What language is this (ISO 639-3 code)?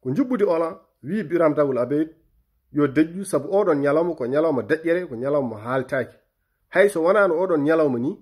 ful